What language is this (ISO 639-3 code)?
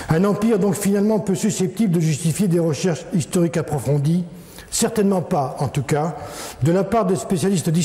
fra